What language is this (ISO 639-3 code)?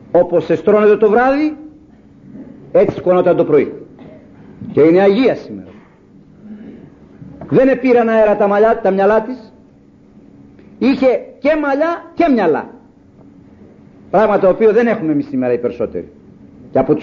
ell